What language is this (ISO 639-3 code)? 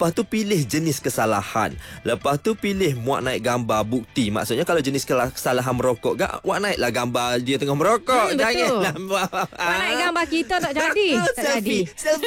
msa